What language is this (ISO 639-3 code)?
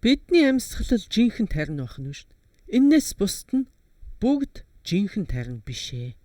mon